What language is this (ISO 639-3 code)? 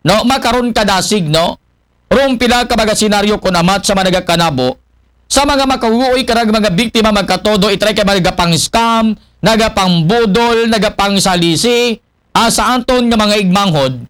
akl